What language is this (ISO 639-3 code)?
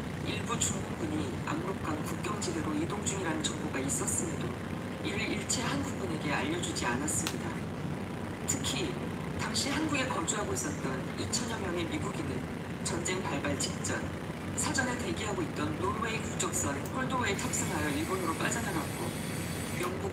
kor